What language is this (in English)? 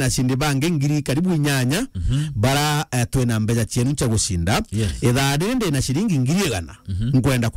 Meru